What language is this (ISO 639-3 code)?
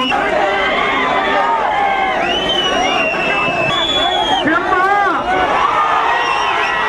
tel